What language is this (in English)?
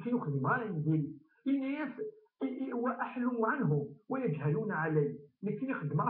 Kabyle